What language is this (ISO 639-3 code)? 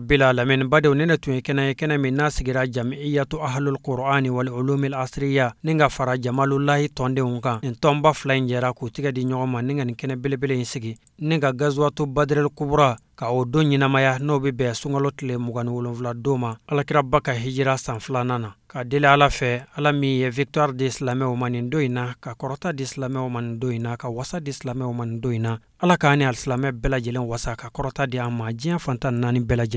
bam